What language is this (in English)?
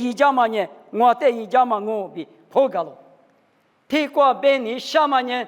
Lisu